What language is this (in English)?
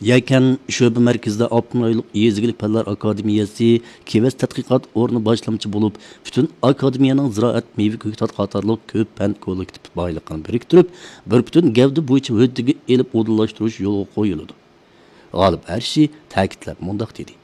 Uyghur